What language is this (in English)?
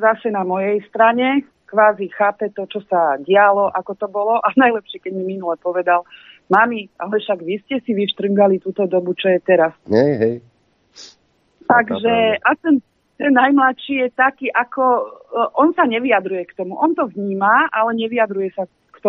Slovak